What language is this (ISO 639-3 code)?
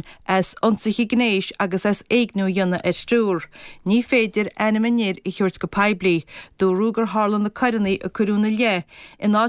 gle